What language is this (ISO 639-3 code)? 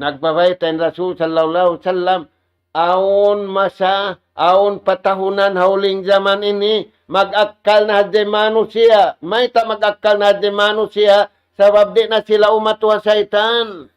tsg